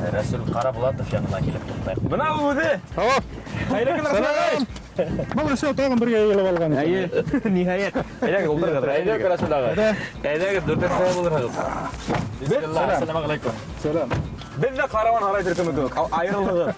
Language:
Bashkir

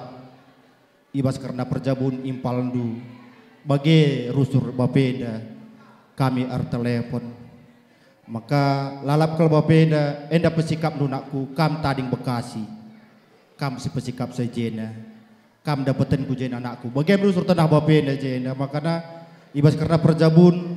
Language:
Batak Karo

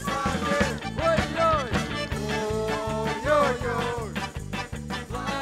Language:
Russian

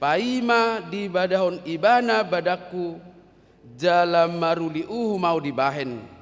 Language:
Batak Toba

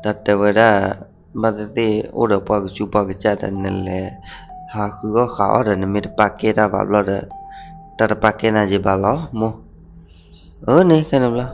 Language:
S'gaw Karen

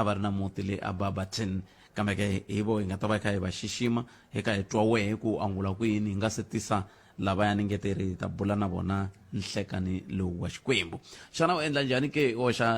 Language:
Tsonga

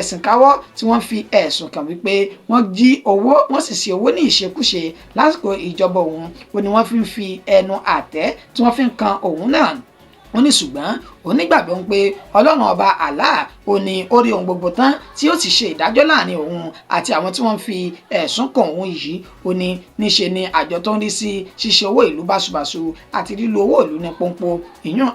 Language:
Yoruba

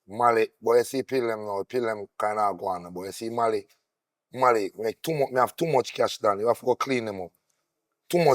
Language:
Jamaican Creole English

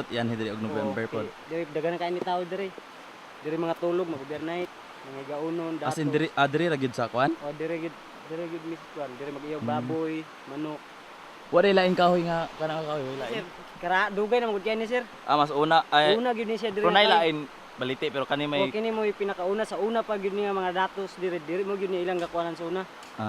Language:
Cebuano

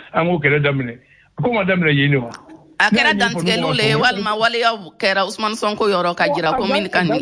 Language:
Bambara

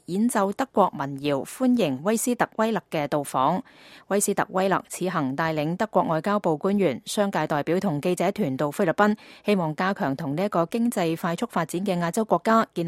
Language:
Cantonese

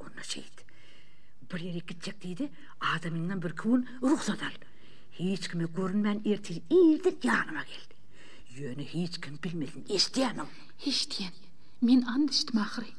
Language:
Turkmen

